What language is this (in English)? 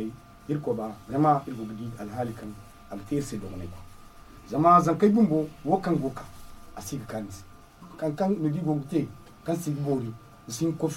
Zarma